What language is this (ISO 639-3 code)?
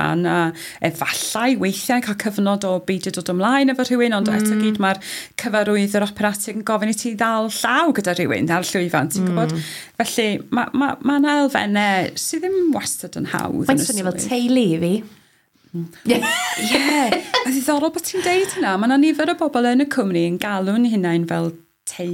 cym